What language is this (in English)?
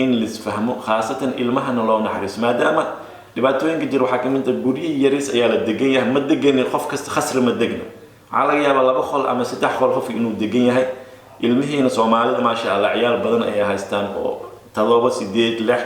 Somali